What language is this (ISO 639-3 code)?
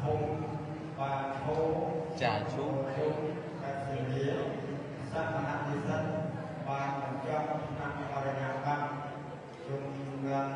khm